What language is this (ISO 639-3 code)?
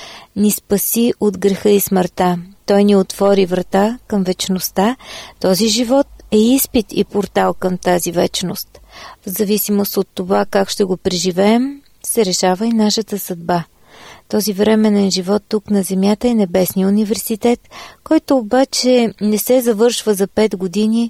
bul